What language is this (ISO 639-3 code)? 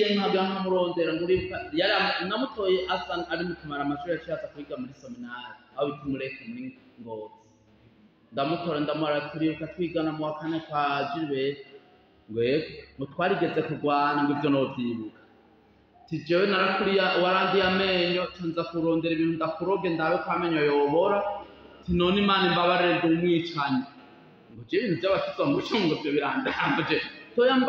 run